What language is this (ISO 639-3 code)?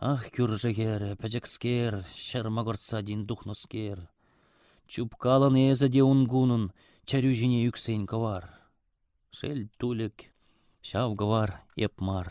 chv